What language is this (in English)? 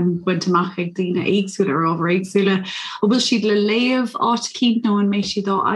Irish